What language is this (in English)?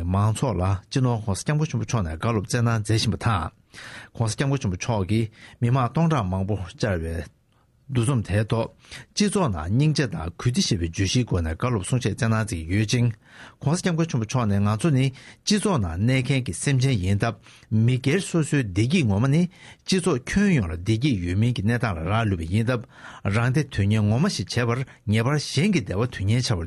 Tibetan